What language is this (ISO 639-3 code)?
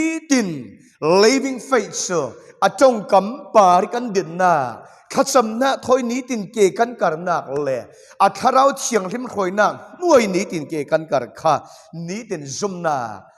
cfm